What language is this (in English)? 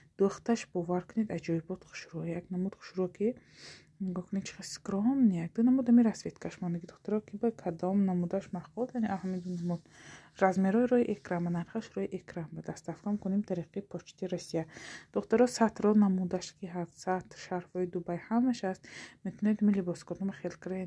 Tajik